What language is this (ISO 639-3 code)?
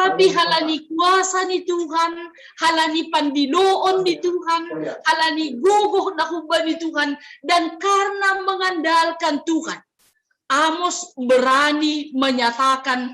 bts